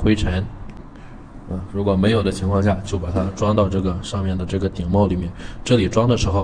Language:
Chinese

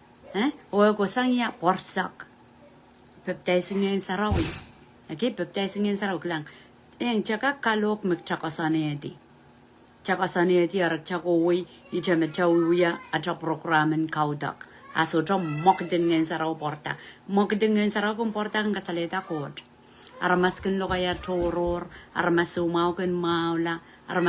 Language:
Pohnpeian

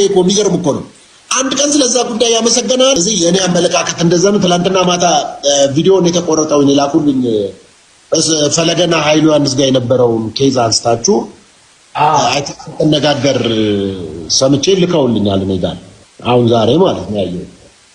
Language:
Amharic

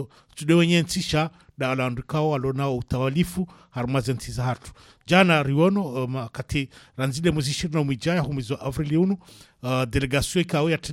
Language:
Swahili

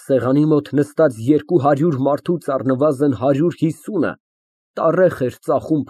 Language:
Armenian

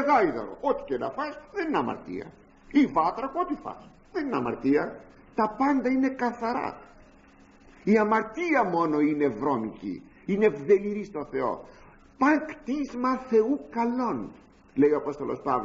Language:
Greek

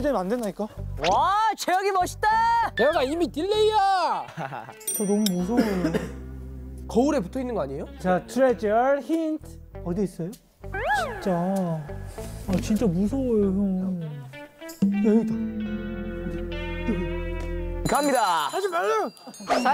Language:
Korean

